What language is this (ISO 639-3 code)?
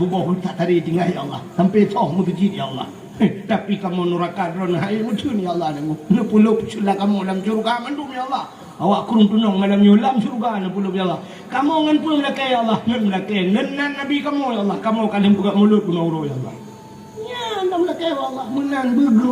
ace